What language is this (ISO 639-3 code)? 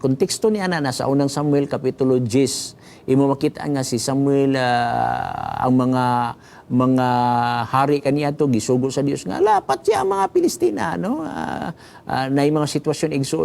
ceb